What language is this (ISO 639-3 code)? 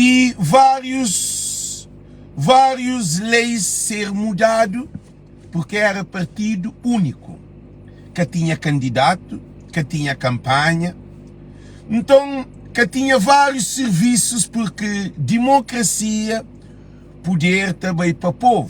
kea